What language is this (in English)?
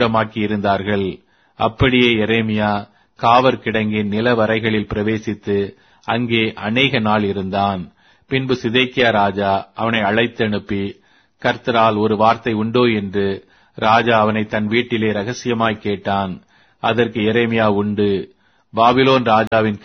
Tamil